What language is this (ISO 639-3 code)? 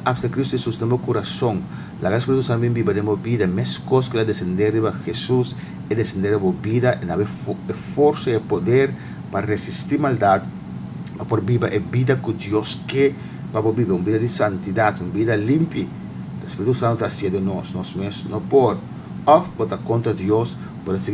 pap